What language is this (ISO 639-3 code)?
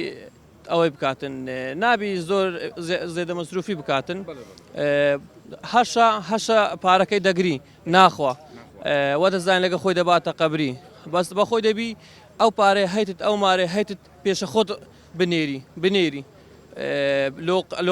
ckb